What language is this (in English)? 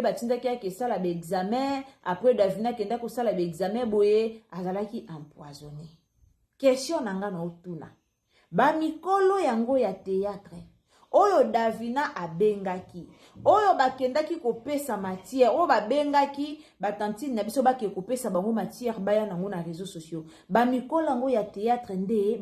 Lingala